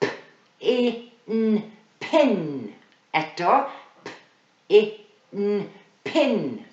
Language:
Welsh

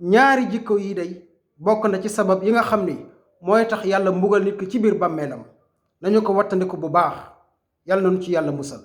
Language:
Wolof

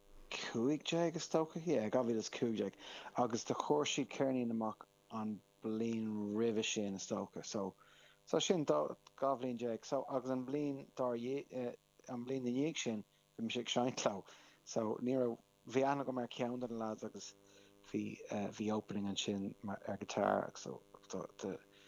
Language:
Irish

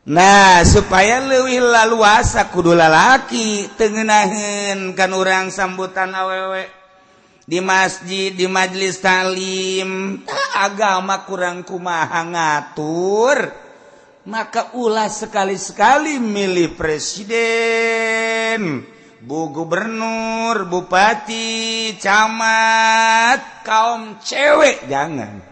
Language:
Sundanese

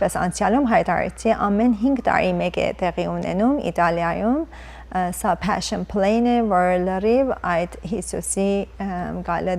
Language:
Western Armenian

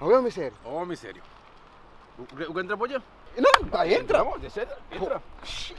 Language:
Kabuverdianu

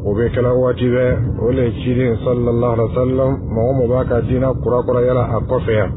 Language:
Dyula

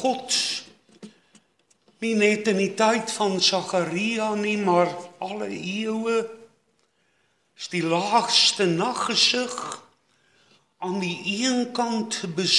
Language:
Afrikaans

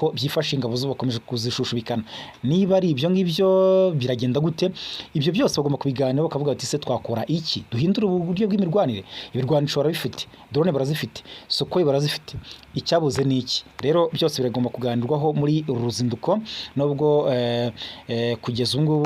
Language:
Kinyarwanda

